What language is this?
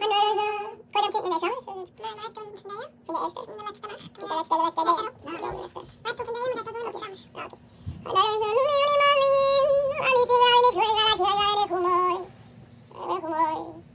Yiddish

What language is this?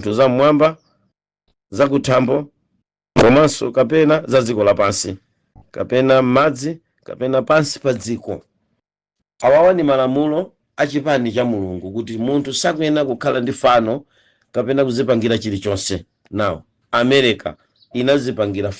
Nyanja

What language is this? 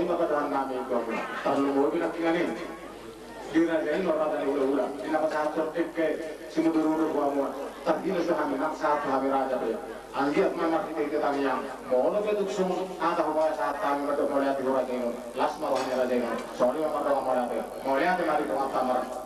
Batak Toba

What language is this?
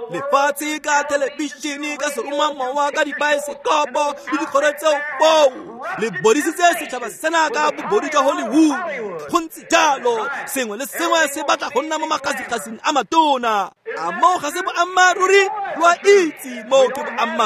Tswana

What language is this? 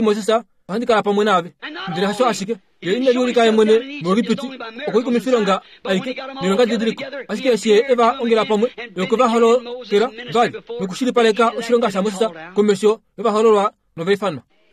Kuanyama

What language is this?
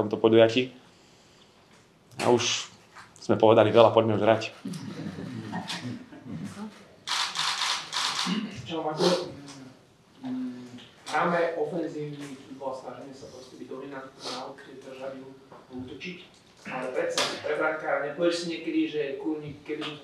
Slovak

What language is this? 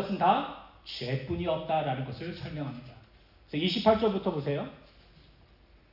Korean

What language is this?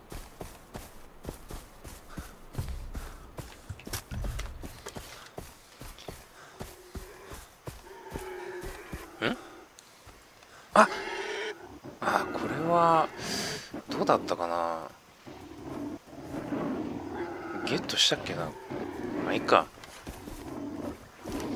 Japanese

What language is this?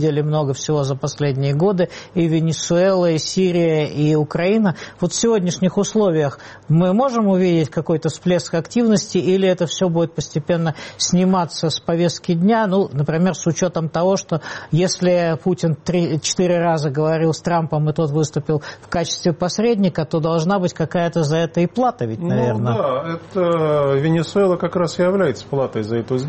Russian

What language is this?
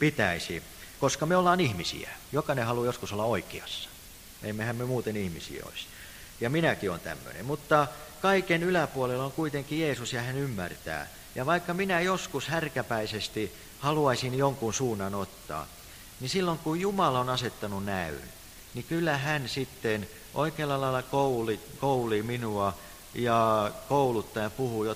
Finnish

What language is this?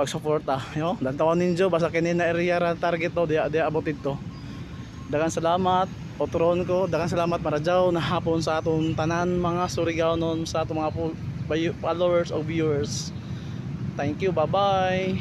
Cebuano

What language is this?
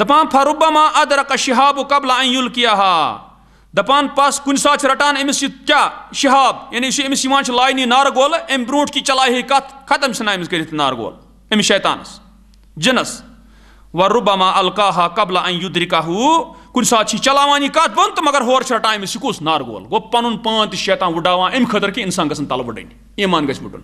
Kashmiri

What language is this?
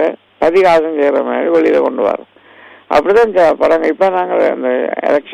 Tamil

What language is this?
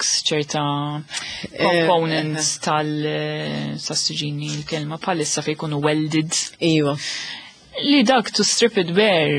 Maltese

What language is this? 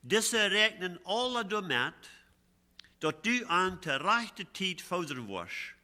Plautdietsch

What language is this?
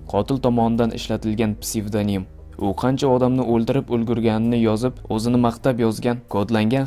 Uzbek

